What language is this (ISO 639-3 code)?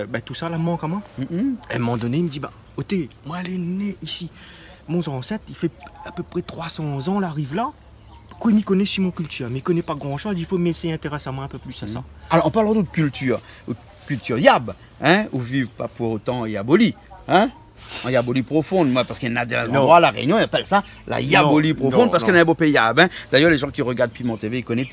rcf